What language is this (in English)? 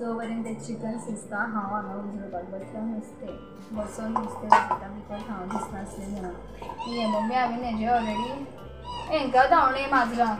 Konkani